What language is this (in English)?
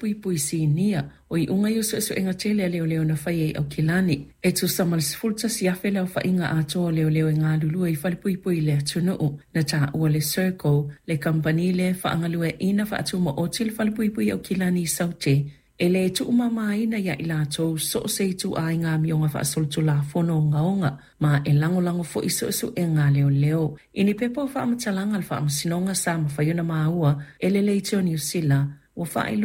Samoan